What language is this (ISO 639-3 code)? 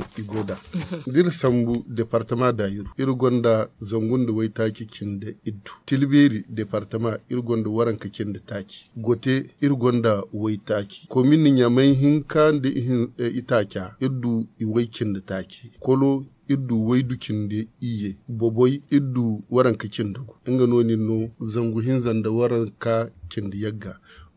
dje